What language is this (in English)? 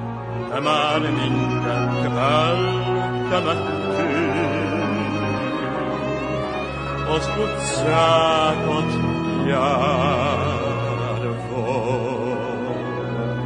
Hungarian